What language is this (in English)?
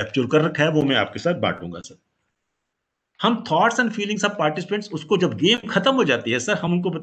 Hindi